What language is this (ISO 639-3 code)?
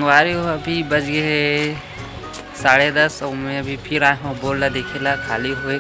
hne